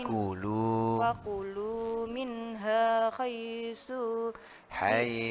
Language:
Indonesian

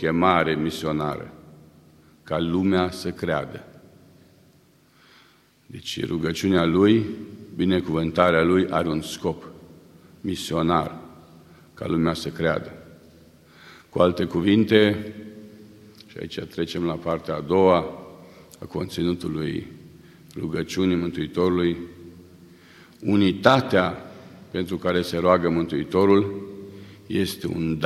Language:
Romanian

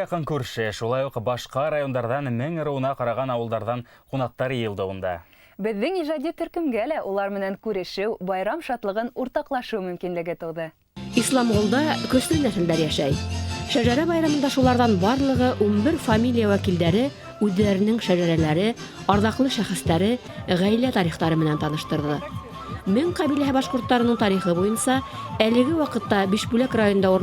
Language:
Bashkir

